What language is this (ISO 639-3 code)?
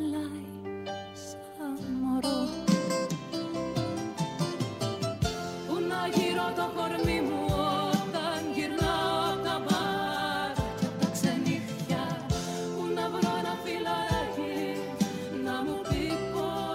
ell